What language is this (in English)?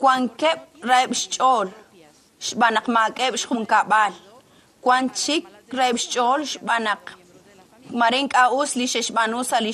Kekchí